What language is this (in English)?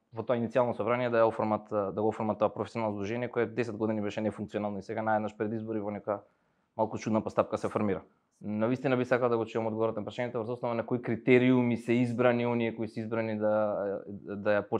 Macedonian